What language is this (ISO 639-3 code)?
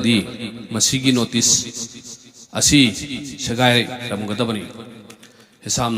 mni